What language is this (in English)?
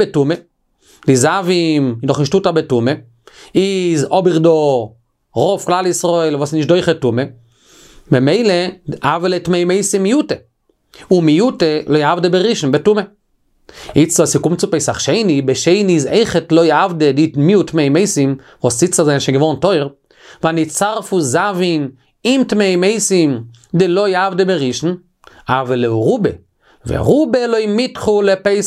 Yiddish